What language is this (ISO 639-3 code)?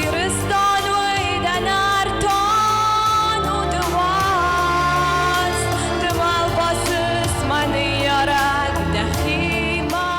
oss